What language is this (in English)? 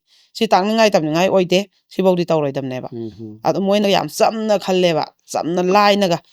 Manipuri